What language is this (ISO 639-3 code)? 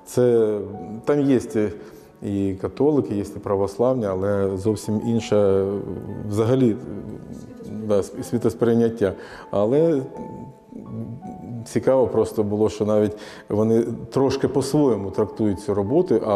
ukr